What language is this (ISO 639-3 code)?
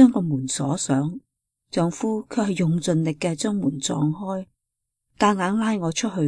yue